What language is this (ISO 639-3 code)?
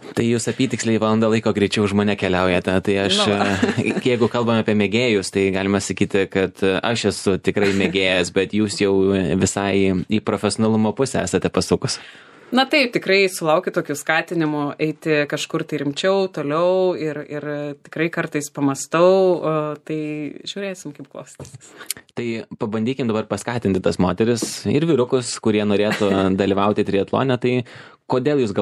lit